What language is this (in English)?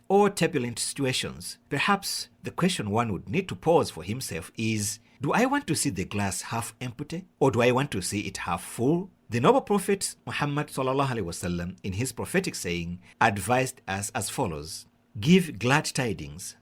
English